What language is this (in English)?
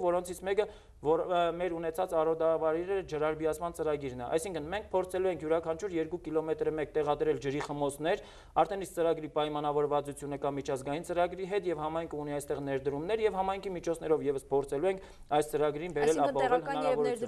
Armenian